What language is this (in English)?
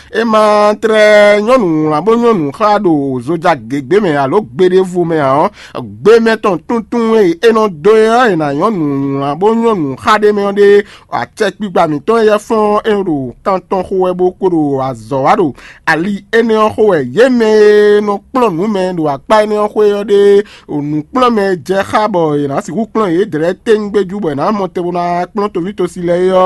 Fon